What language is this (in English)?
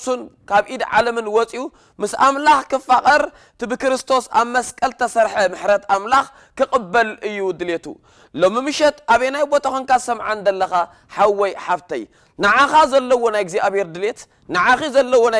Tigrinya